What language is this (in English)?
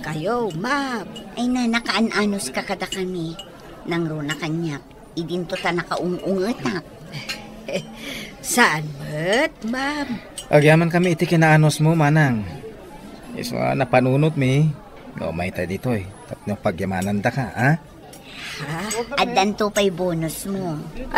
Iloko